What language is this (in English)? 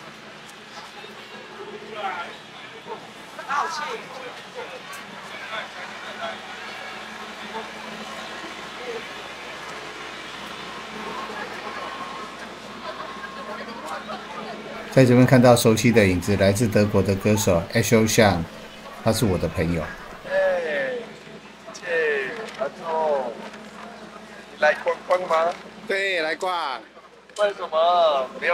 Chinese